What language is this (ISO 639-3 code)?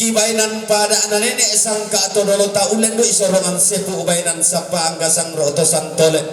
sda